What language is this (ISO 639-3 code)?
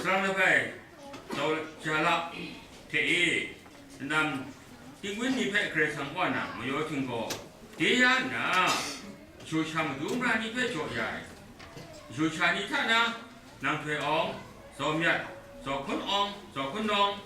kac